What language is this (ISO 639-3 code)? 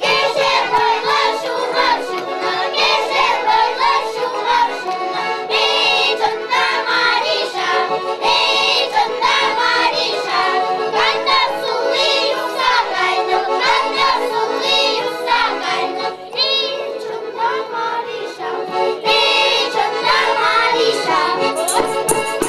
chv